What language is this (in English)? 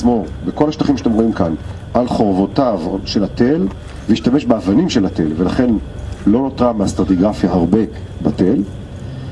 Hebrew